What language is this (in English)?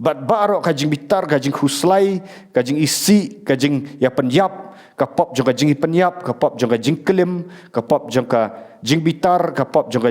Khasi